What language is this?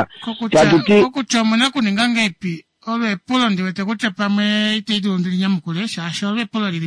Kuanyama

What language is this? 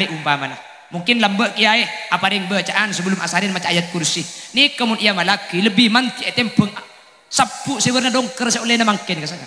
Madurese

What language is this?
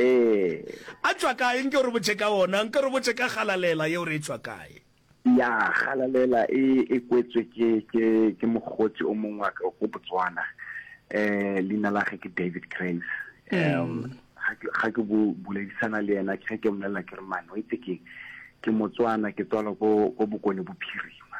Northern Sotho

